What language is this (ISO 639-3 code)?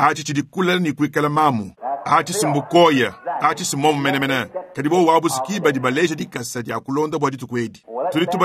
lua